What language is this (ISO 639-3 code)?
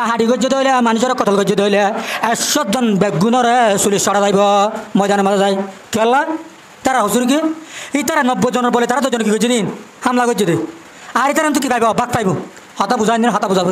rhg